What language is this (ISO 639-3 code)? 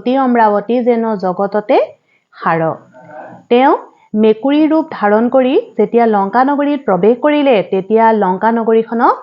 asm